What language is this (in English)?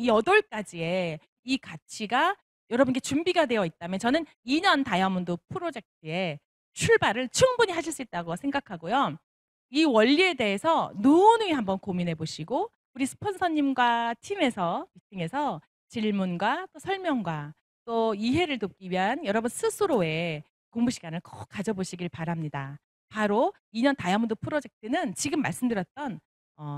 Korean